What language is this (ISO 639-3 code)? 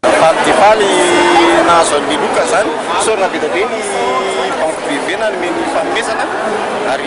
mlg